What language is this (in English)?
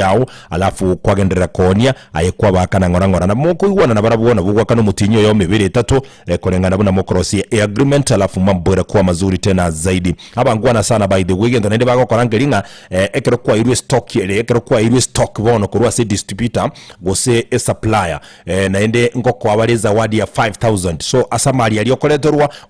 Gusii